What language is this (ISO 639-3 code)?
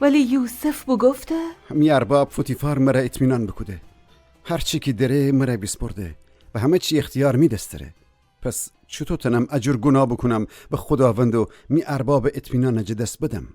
glk